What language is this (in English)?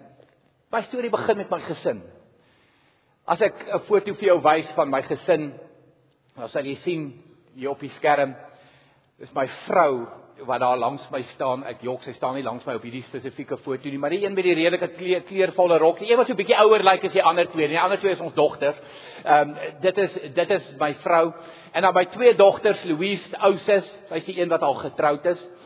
Afrikaans